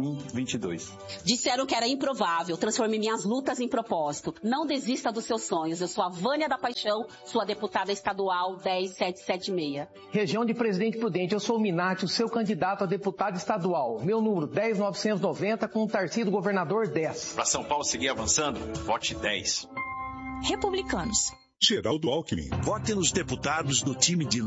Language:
Portuguese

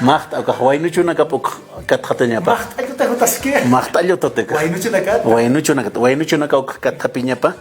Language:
Aymara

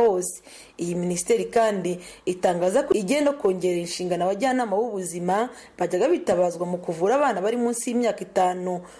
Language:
Kinyarwanda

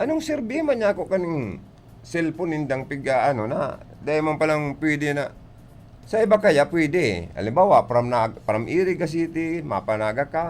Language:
Bikol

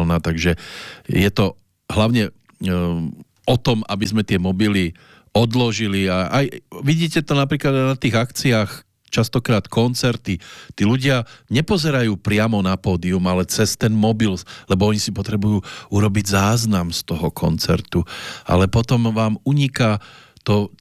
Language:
Slovak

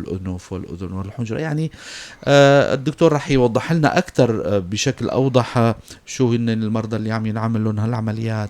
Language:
North Levantine Arabic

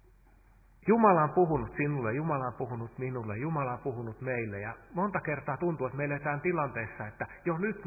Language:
Finnish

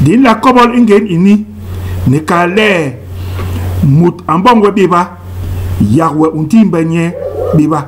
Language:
Basaa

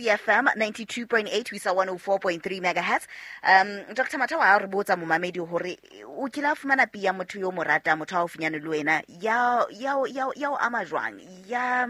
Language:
Southern Sotho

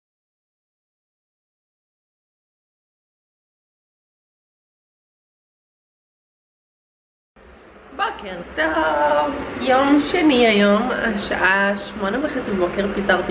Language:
Hebrew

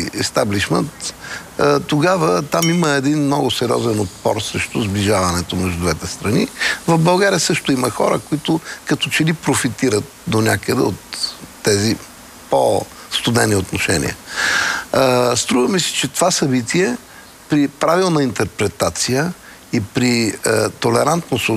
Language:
Bulgarian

